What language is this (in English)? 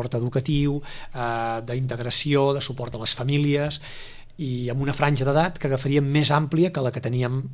Catalan